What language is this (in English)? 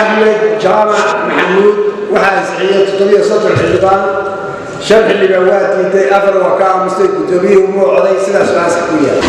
Somali